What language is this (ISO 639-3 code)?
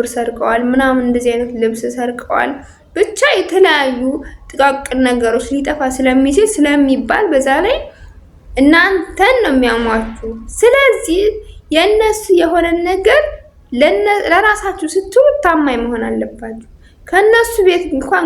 amh